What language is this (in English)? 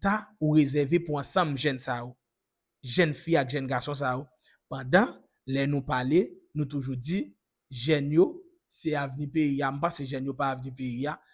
Haitian Creole